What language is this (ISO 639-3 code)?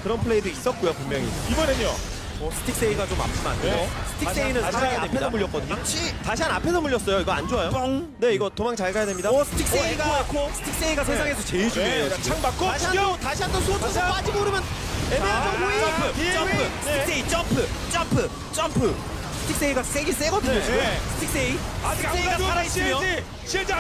kor